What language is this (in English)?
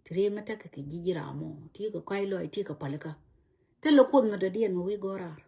Nuer